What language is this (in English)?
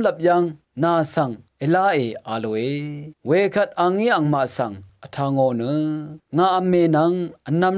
Rawang